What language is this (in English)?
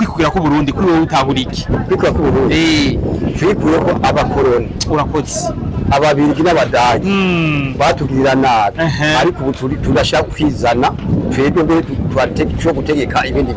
Rundi